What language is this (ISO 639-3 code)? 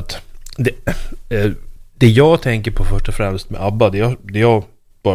swe